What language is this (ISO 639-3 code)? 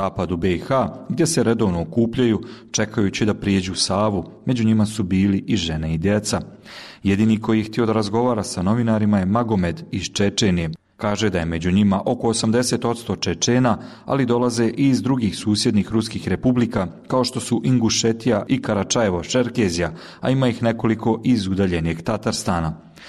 bos